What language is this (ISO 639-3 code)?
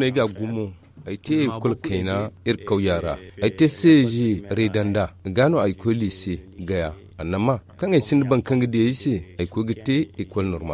dje